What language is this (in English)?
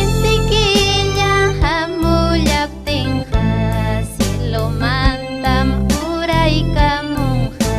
Ayacucho Quechua